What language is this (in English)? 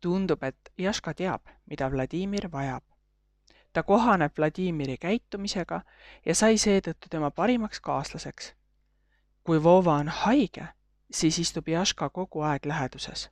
Estonian